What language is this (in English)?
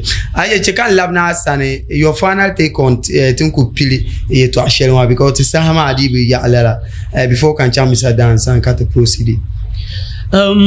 Dagbani